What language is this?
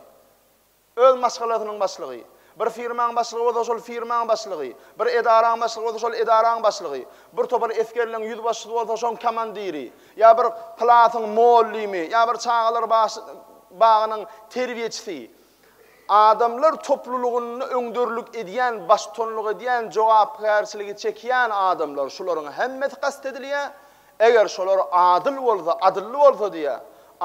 Turkmen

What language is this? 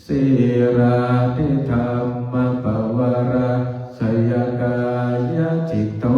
Pali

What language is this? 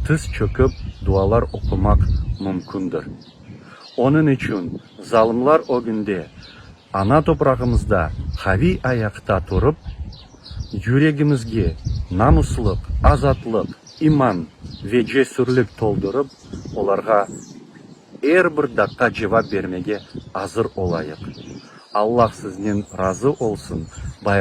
Crimean Tatar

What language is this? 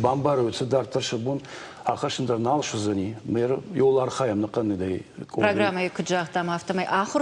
Ossetic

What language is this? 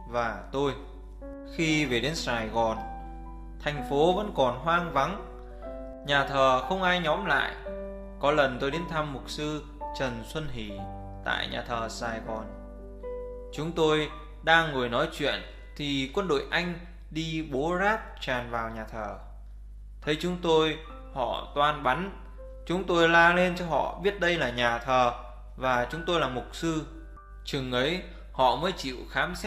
Vietnamese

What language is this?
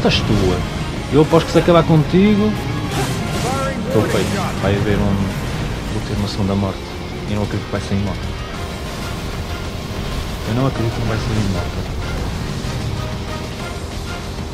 Portuguese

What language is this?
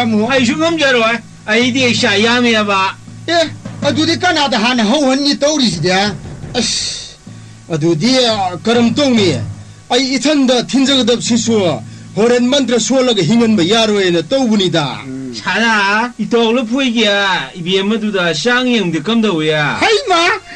Manipuri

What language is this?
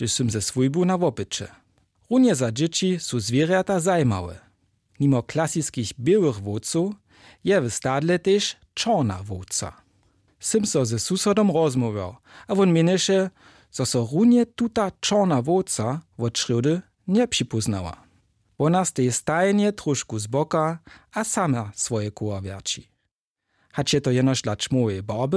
Upper Sorbian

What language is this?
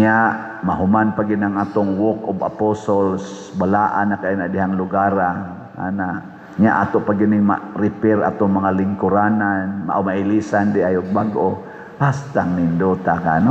Cebuano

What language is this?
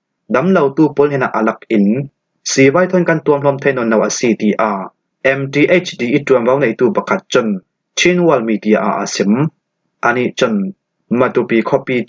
Falam Chin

